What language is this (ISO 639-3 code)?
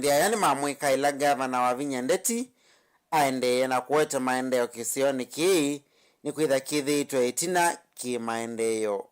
kam